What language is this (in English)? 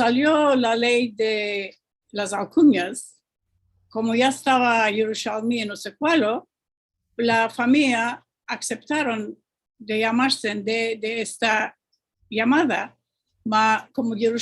Ladino